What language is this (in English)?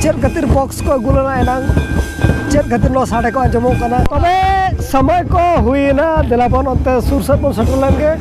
Santali